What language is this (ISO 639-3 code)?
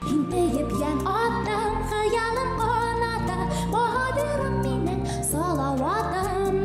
bak